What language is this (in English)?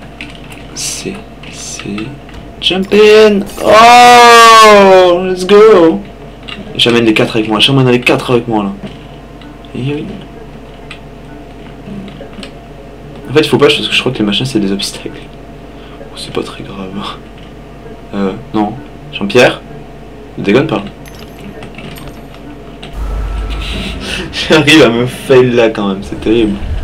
French